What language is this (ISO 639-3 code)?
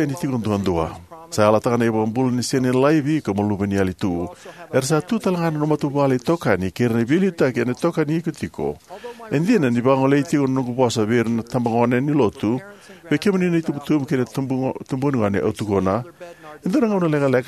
fij